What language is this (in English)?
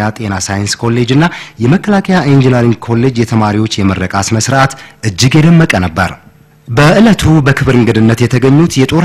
Amharic